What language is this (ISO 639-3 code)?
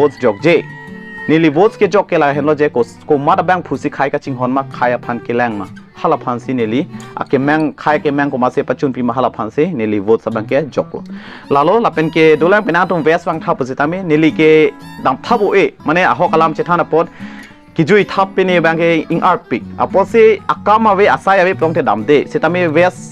mjw